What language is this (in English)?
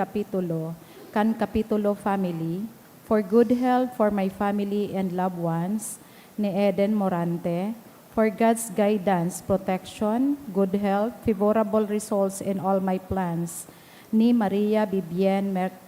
Bikol